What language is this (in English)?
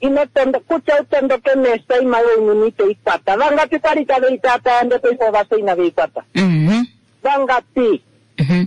Kuanyama